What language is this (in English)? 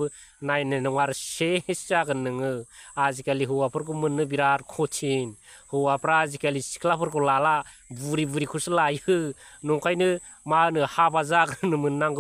Bodo